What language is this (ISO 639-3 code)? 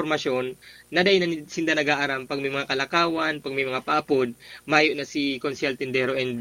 bik